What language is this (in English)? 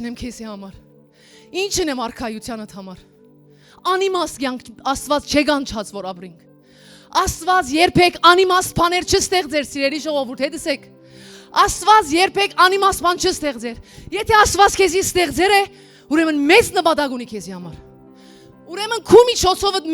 Western Armenian